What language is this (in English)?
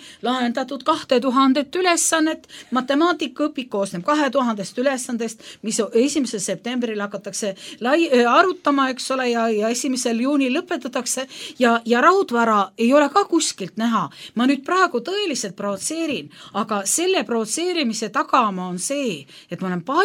Estonian